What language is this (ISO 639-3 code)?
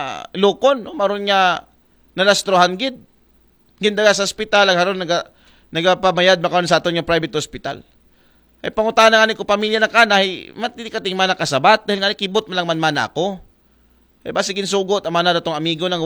akl